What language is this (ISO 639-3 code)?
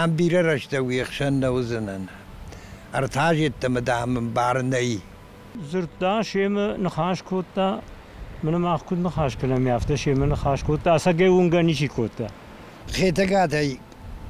oss